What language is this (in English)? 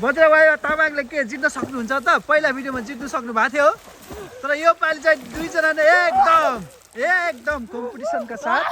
Nepali